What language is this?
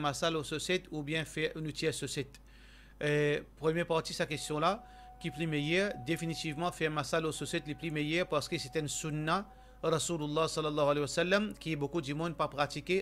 Morisyen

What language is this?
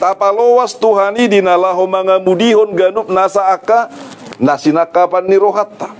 Batak Toba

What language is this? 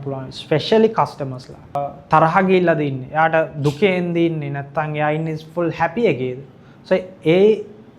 Sinhala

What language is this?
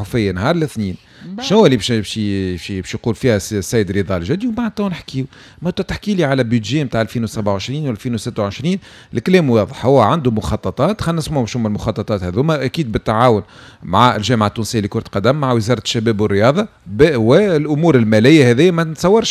Tunisian Arabic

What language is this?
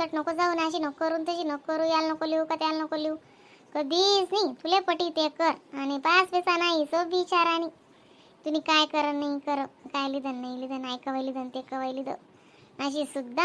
Khandesi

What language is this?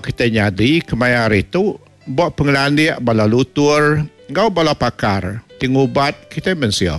Iban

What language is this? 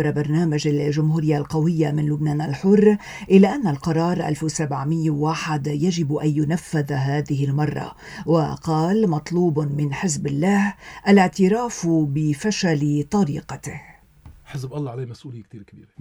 Arabic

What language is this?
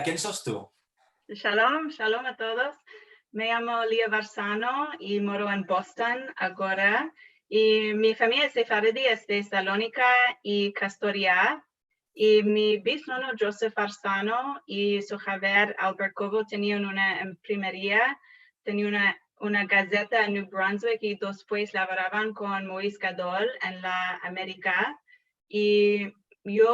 Ladino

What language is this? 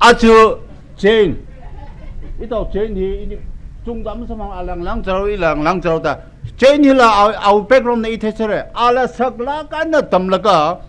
Tangkhul Naga (India)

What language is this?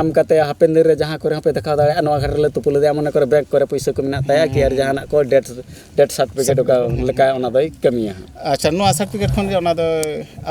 Santali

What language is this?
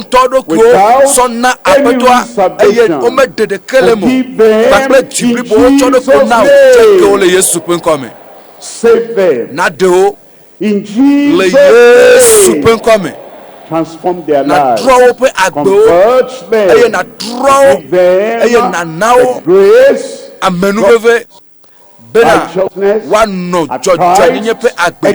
Ewe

